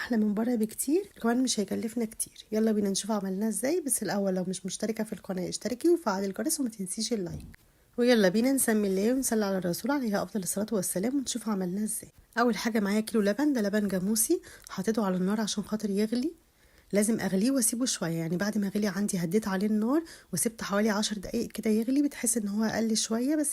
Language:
Egyptian Arabic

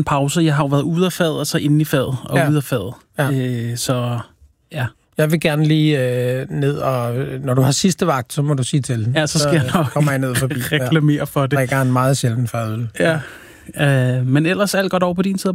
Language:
Danish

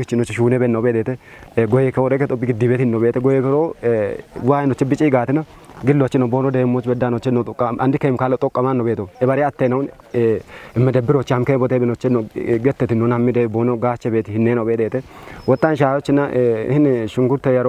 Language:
Kafa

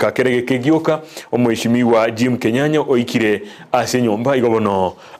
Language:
Gusii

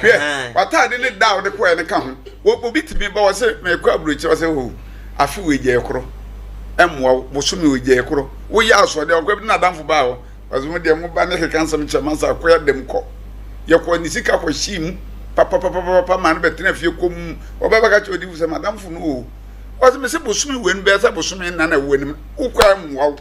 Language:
Akan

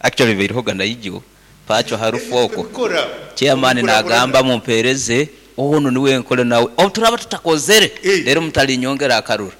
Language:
Nyankole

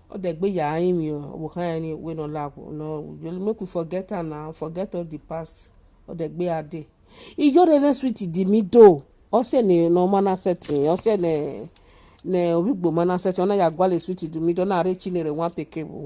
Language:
Nigerian Pidgin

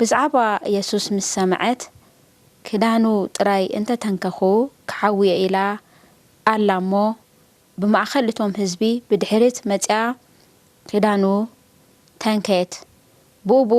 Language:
Tigrinya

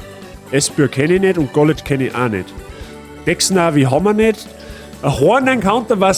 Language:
Bavarian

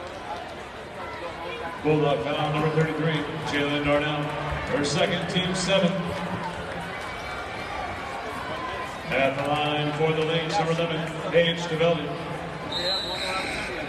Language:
English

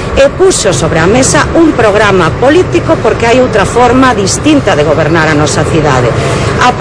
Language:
Galician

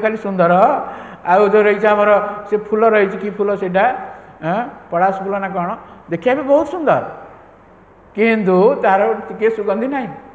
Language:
Odia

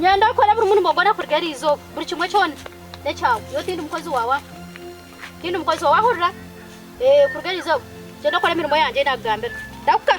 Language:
Nyankole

